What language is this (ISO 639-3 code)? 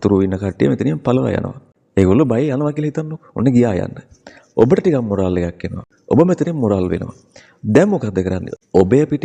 sin